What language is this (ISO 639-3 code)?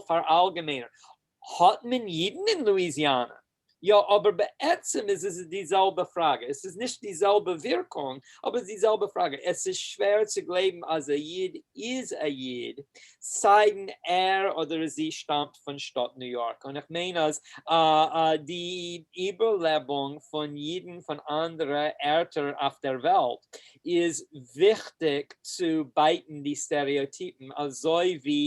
yid